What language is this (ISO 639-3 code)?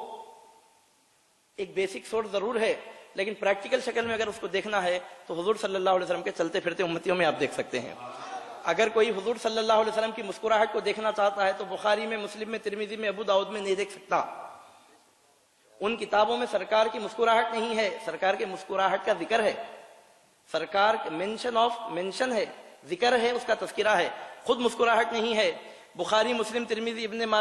urd